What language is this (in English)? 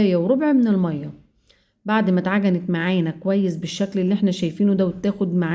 Egyptian Arabic